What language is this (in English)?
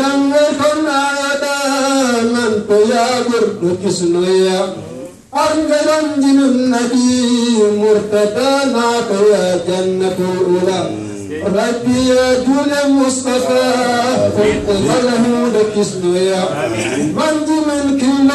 Fula